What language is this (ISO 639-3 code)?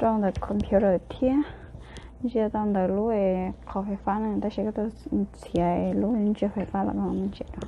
hmn